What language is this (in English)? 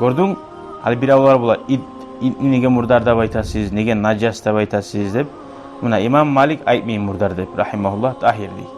Kumyk